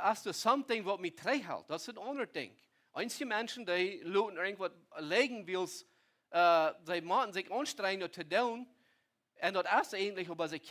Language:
Plautdietsch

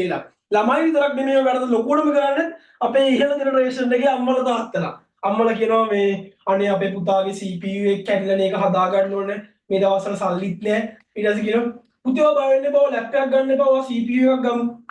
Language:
Sinhala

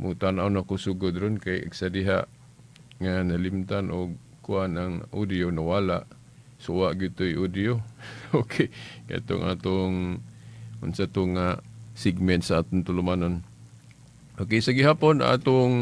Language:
Cebuano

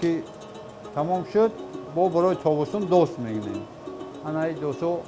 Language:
Tajik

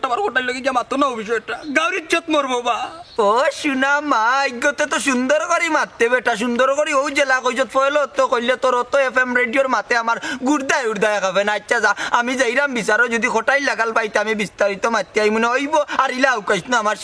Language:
Sylheti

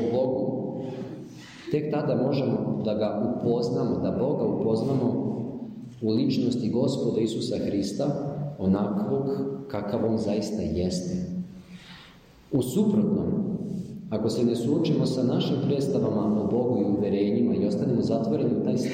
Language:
Serbian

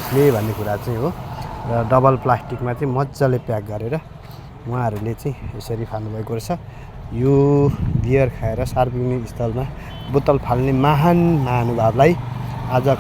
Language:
Nepali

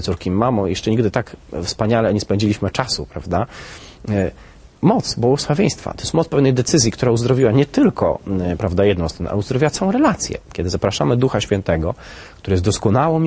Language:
Polish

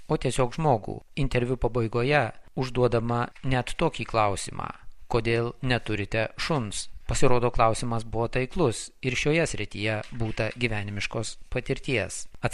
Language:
Lithuanian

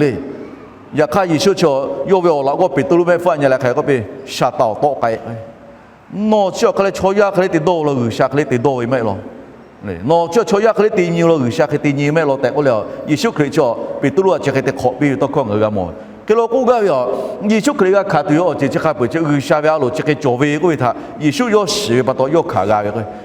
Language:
Lahu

